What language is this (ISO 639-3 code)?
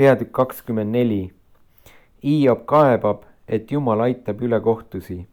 est